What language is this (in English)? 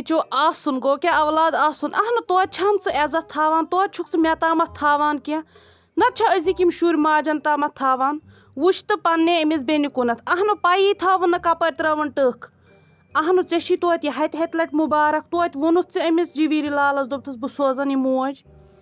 Kashmiri